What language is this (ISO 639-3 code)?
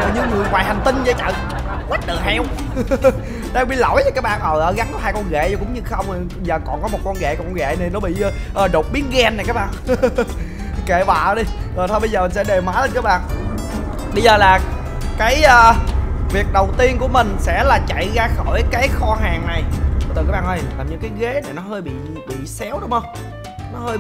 vie